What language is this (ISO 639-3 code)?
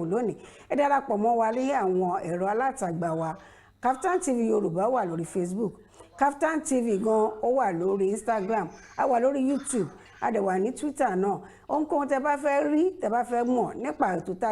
yor